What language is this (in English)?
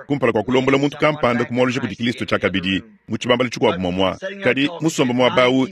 Luba-Lulua